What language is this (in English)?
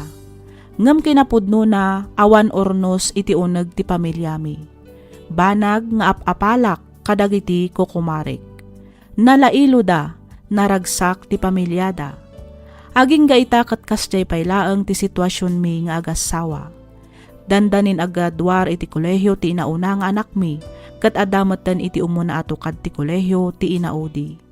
Iloko